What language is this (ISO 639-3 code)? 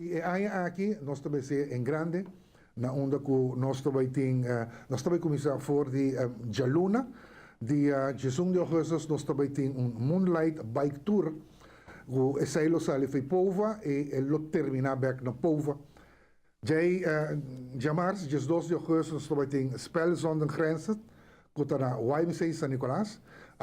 pap